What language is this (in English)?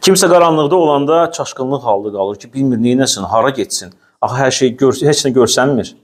Azerbaijani